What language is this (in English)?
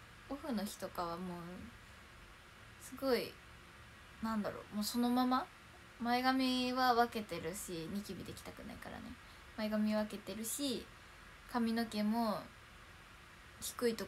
Japanese